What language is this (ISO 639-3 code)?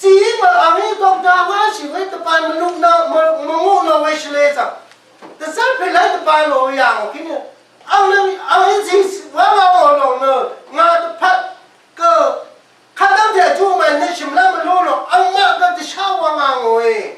raw